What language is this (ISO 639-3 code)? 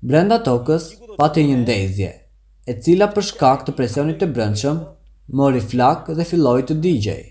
sqi